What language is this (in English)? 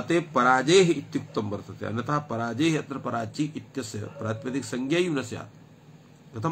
Sanskrit